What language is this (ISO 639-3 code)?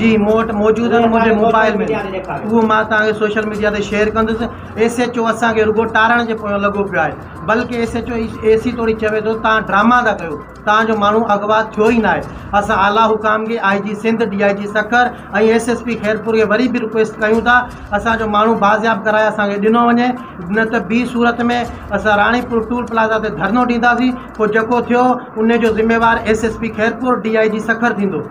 snd